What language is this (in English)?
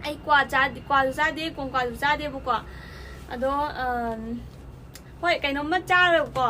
Manipuri